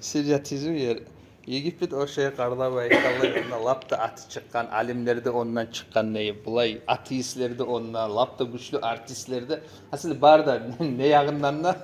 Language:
Kumyk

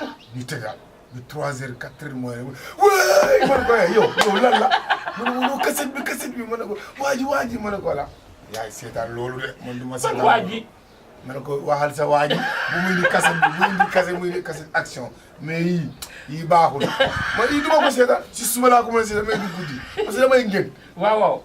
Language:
Wolof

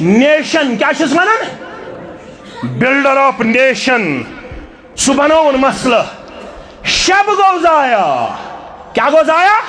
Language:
Kashmiri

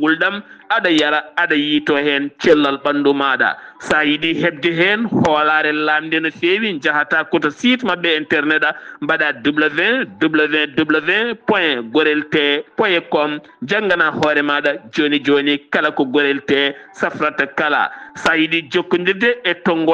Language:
Fula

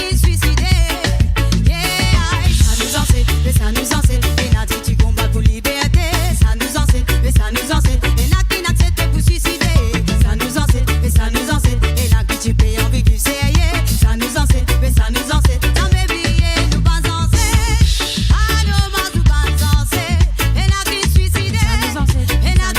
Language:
Morisyen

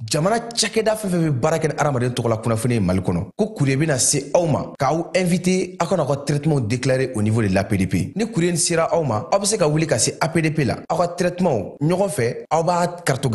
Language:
Bambara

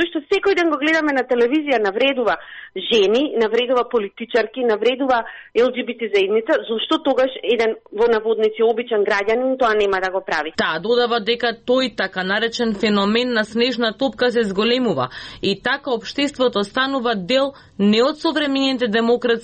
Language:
Macedonian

